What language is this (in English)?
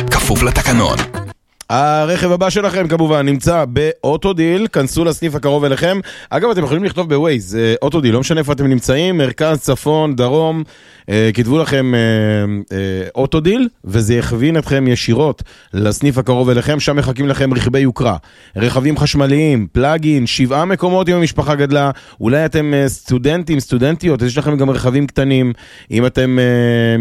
Hebrew